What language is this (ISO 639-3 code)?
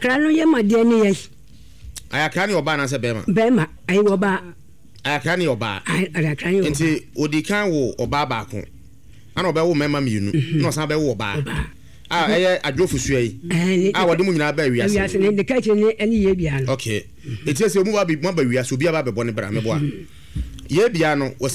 aka